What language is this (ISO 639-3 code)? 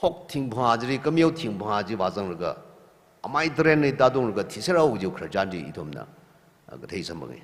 nmf